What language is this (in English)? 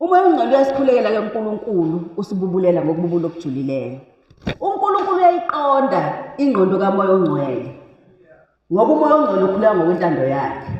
Zulu